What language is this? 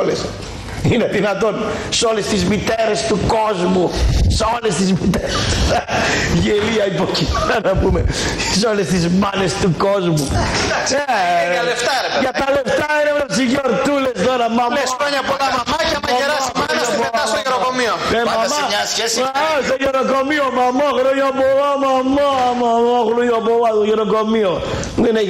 Greek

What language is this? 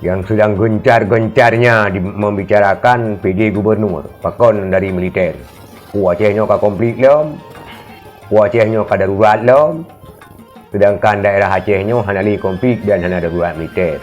Achinese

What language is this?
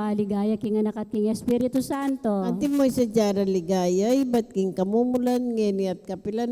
Pampanga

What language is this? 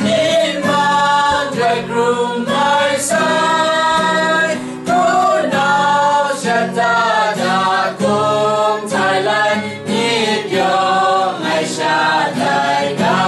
Kachin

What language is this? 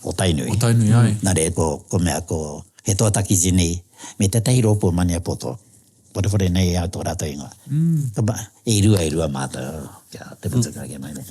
Māori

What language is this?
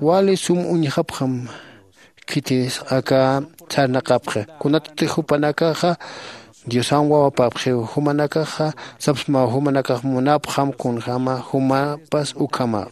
Aymara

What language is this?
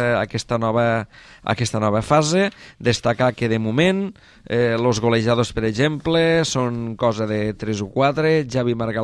Catalan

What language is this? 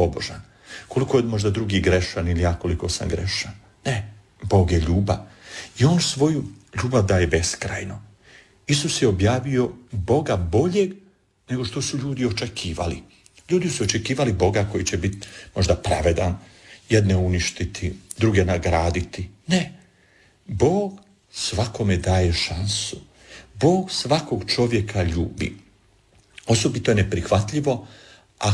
Croatian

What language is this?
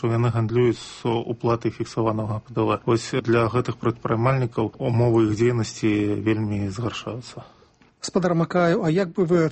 Belarusian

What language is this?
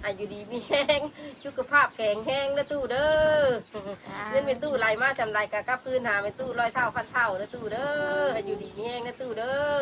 Northeastern Thai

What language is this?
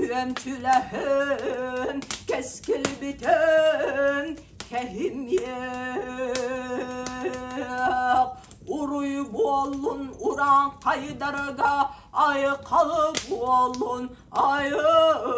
Yakut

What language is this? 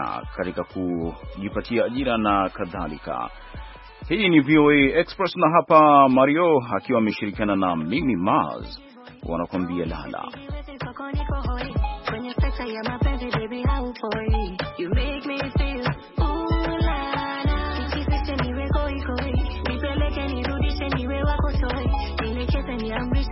Swahili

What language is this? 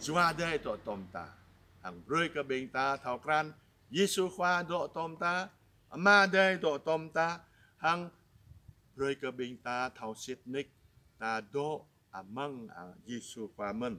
Jarai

